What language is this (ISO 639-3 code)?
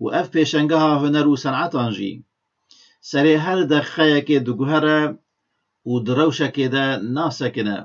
kur